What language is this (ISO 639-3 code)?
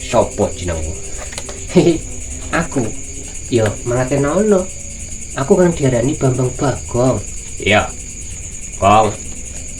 jav